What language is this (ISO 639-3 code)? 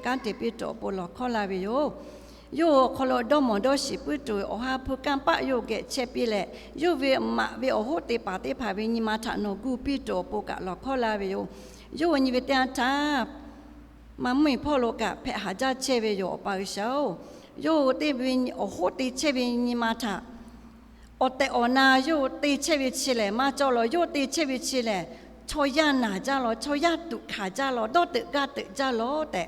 lhu